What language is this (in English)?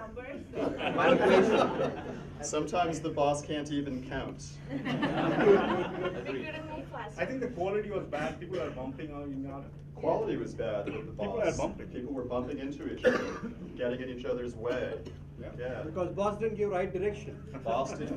English